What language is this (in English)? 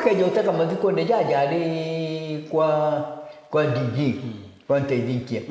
Meru